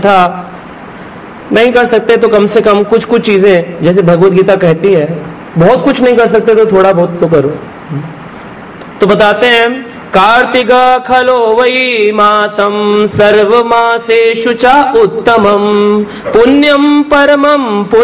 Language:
Hindi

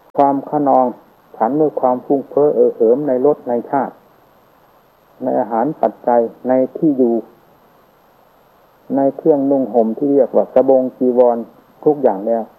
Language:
Thai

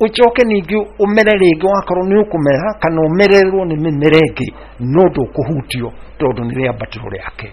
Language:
Kikuyu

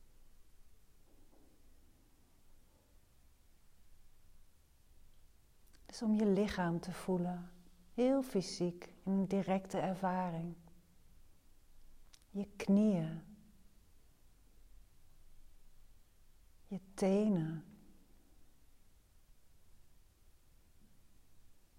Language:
Dutch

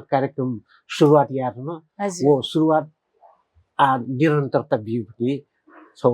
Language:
Newari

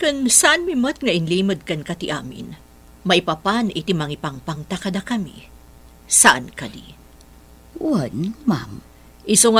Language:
Iloko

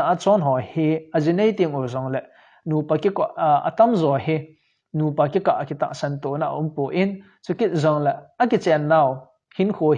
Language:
Thado Chin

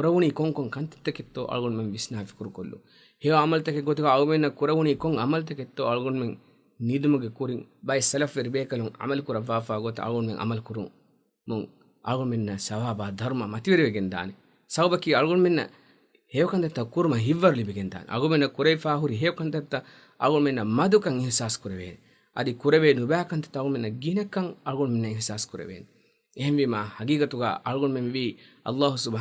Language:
Divehi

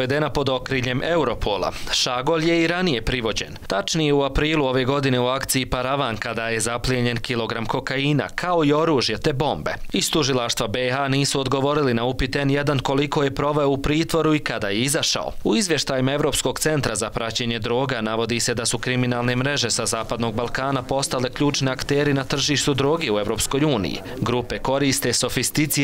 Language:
Bosnian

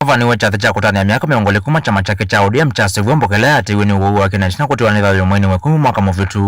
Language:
Kamba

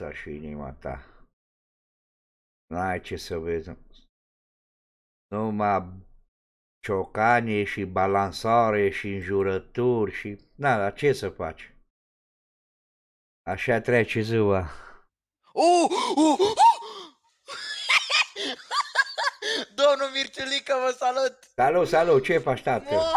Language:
Romanian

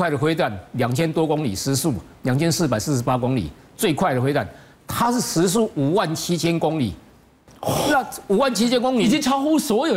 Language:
Chinese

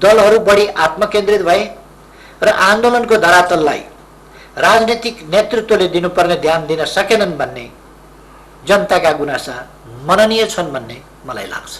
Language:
Nepali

